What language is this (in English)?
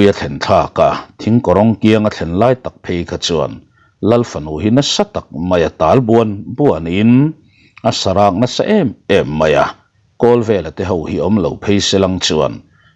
Mizo